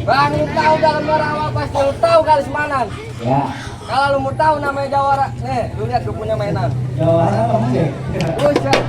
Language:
Betawi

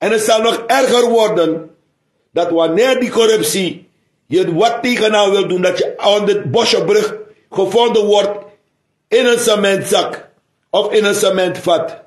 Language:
Sranan Tongo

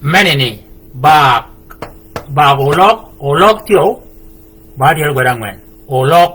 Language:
Shilluk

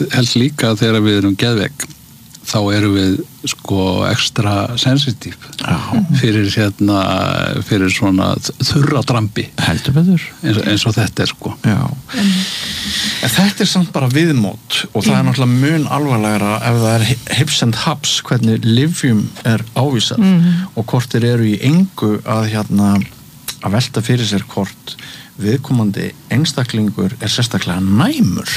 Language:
Icelandic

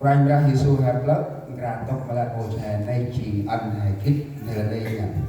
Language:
Central Mnong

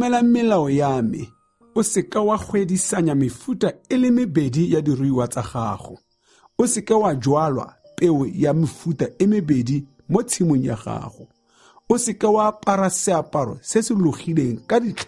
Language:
Tswana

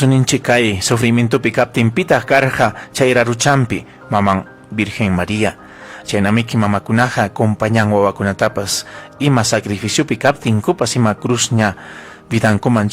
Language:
Ayacucho Quechua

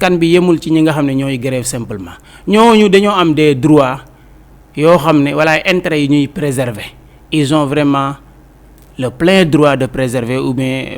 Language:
Wolof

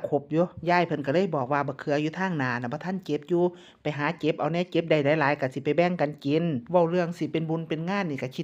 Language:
Northeastern Thai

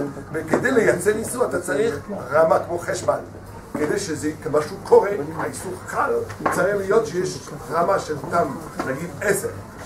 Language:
Hebrew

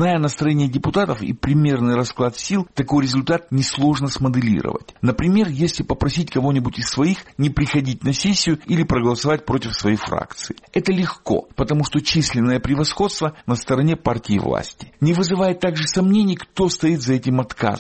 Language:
Russian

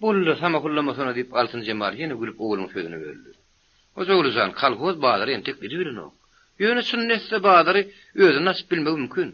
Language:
Turkmen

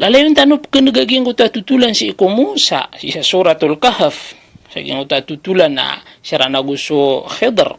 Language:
Maranao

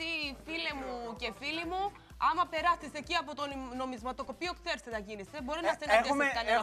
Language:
Greek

